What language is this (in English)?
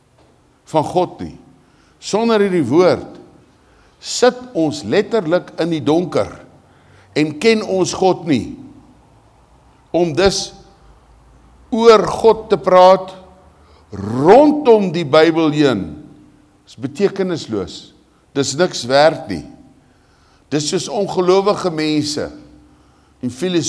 Afrikaans